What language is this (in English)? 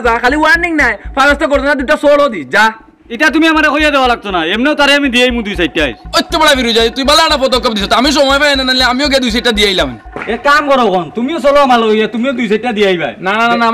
Sylheti